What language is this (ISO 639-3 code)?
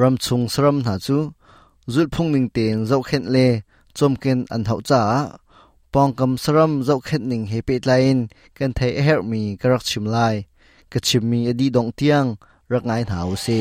cnh